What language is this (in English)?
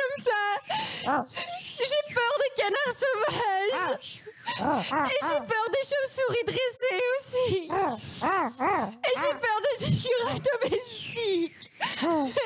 French